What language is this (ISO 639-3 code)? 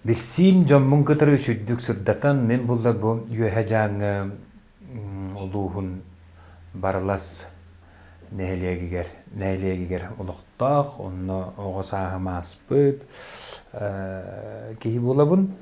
sah